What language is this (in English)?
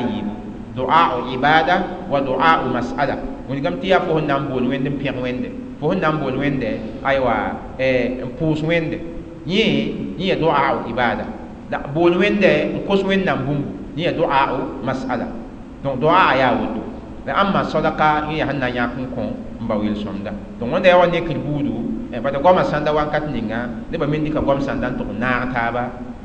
Mossi